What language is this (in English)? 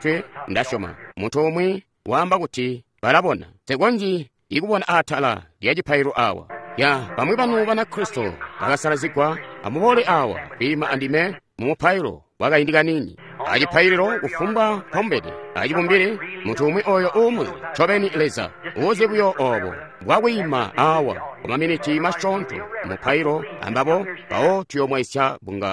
Tonga (Zambia)